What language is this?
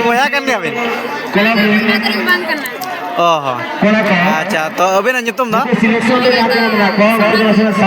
Santali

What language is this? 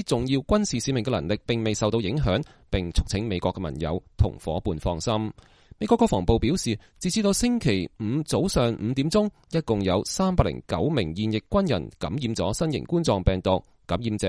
Cantonese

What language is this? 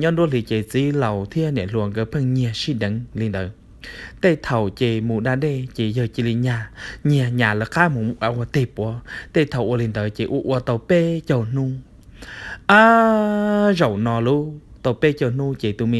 Hmong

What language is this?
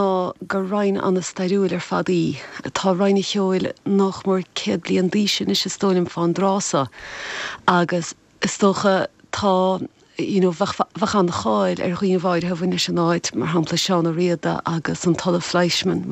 Irish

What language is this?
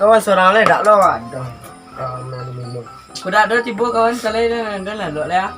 Minangkabau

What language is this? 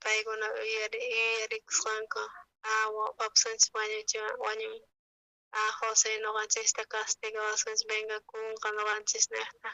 South Bolivian Quechua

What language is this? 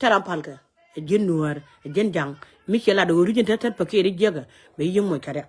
Nuer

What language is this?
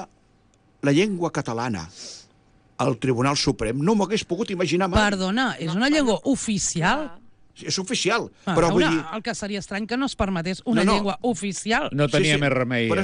Catalan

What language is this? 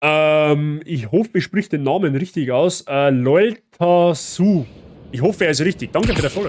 Bavarian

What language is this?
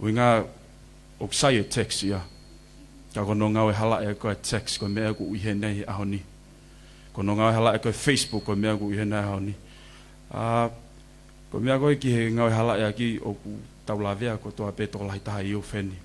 Tongan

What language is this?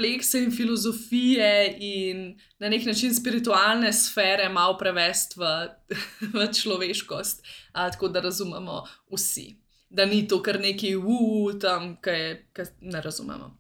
Slovenian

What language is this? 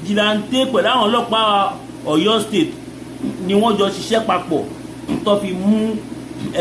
Yoruba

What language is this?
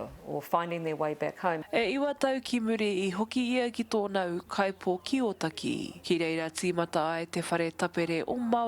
Māori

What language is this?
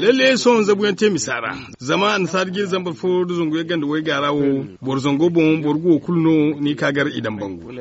Zarma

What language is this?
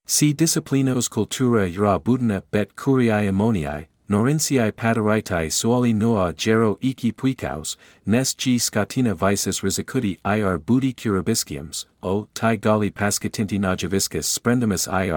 Lithuanian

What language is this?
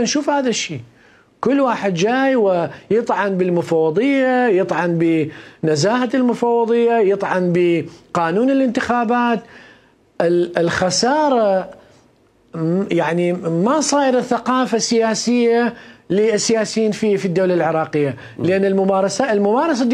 Mesopotamian Arabic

